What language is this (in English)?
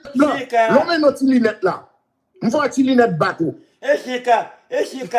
Haitian Creole